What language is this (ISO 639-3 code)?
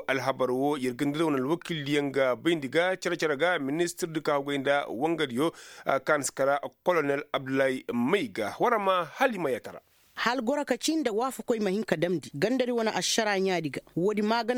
ses